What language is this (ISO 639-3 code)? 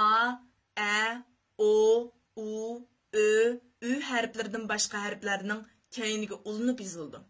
uig